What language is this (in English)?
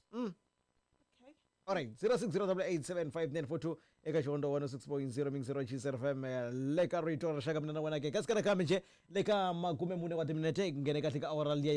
Tsonga